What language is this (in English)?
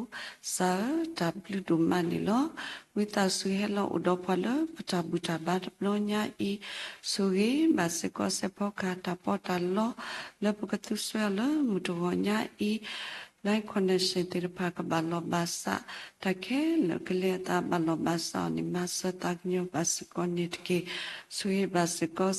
S'gaw Karen